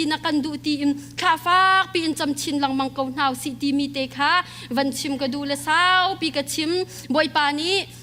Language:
Hakha Chin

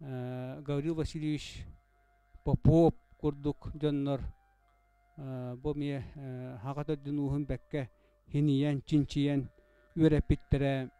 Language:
Yakut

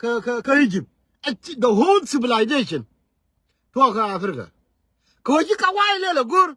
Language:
Nuer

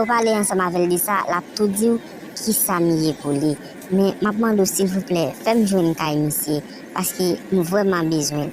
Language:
Haitian Creole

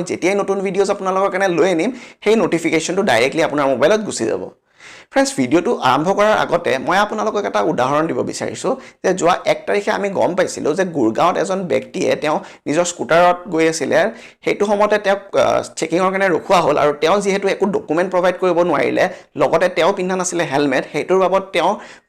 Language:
Assamese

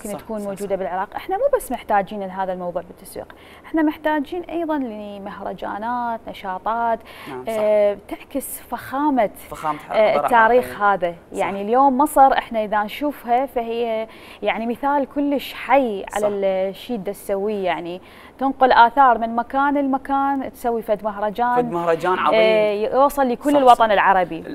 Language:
Mesopotamian Arabic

